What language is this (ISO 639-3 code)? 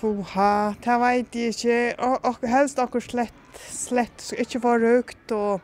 fao